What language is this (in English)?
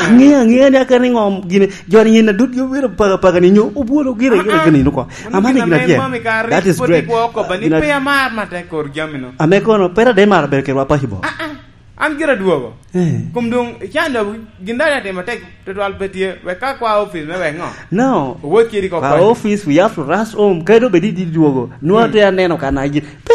Lango (Uganda)